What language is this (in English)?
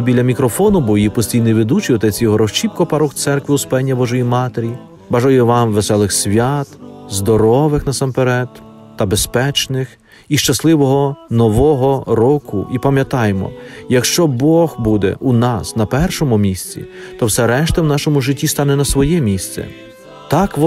Ukrainian